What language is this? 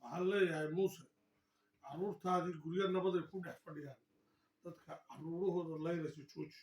Somali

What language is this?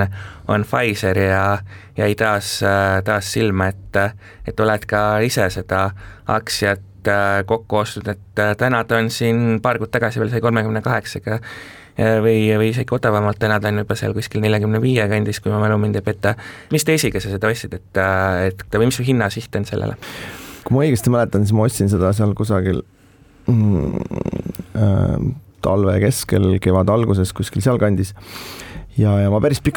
Estonian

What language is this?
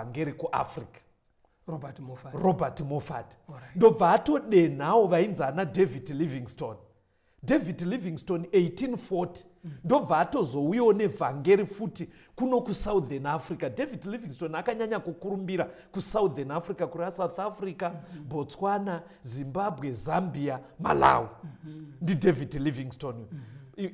Shona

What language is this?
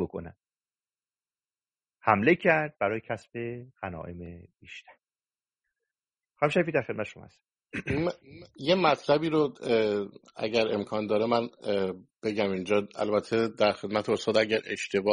Persian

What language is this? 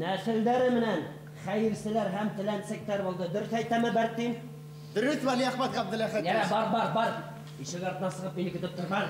Bashkir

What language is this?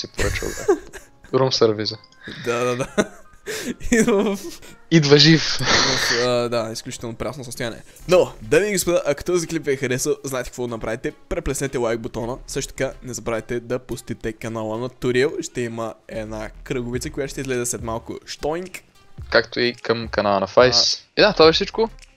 Bulgarian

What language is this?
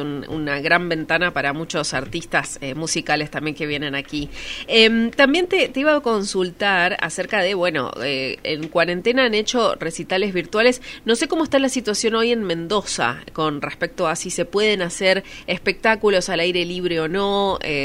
Spanish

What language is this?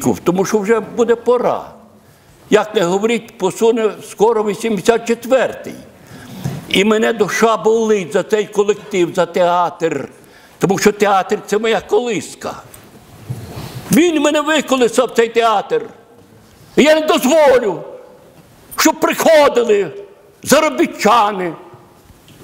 Ukrainian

